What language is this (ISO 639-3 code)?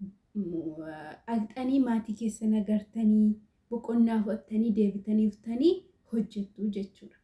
orm